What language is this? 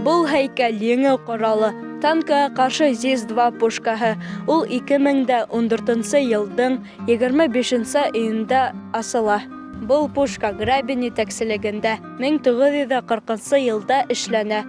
Bashkir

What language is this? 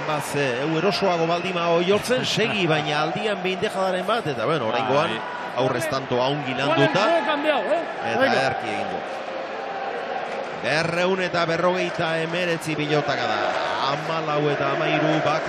Basque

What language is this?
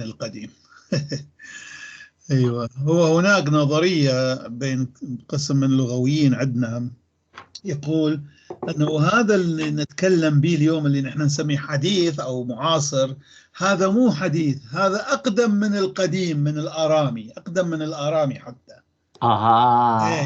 North Levantine Arabic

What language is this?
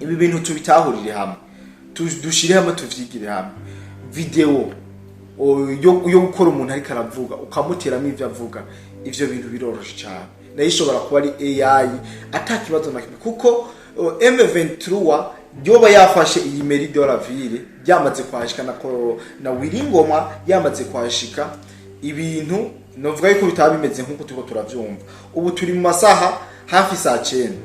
Rundi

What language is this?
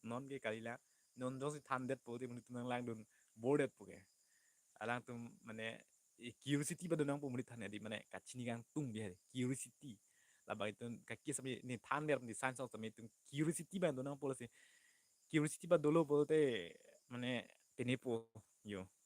Karbi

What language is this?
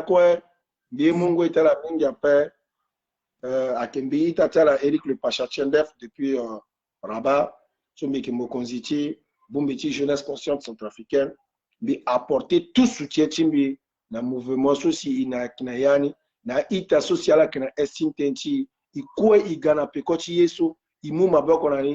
Sango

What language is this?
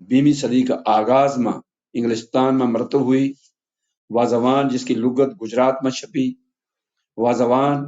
Gujari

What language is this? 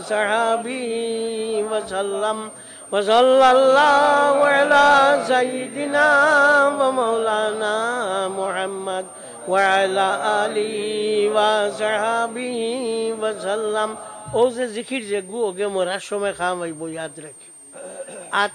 Sylheti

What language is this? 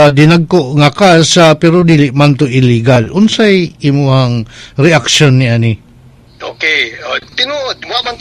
Cebuano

